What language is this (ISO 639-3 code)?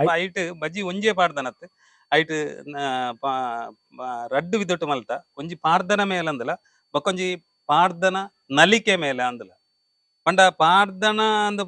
tcy